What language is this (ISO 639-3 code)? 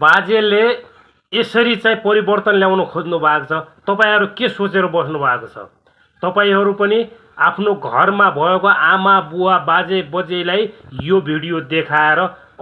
nep